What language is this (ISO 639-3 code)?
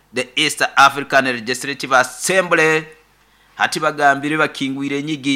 nyo